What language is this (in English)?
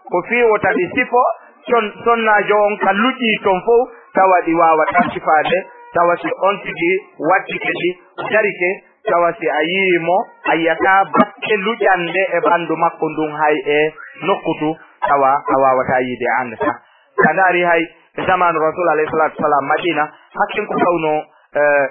Fula